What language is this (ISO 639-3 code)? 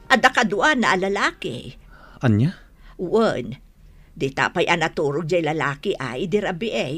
ilo